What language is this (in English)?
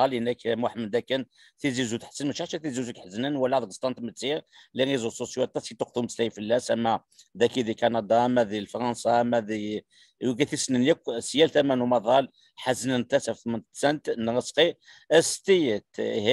Kabyle